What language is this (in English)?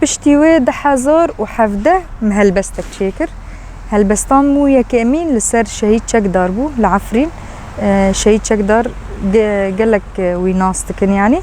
Kurdish